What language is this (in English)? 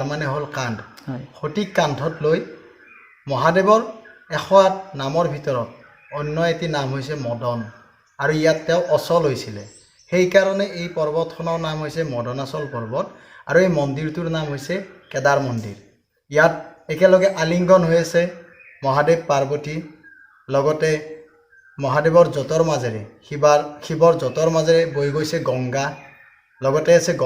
Assamese